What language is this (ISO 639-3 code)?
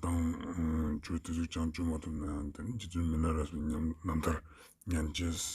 lbj